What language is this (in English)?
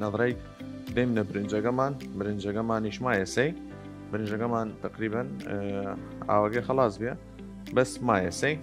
Southern Kurdish